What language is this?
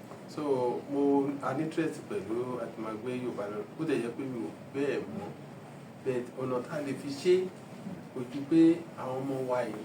Yoruba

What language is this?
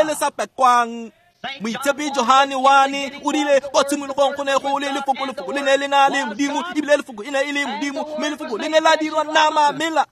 Tswana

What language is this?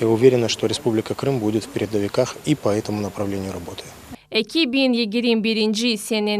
Crimean Tatar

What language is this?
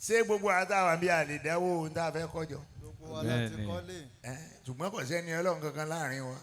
Yoruba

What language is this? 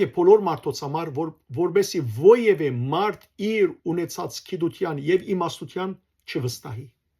Western Armenian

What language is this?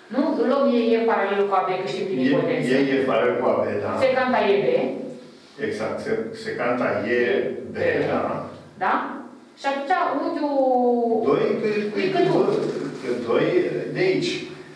Romanian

